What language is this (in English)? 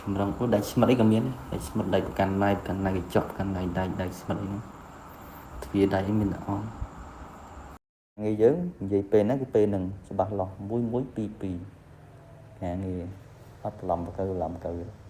Khmer